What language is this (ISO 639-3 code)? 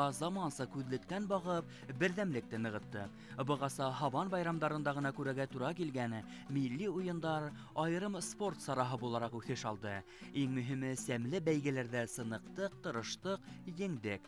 bak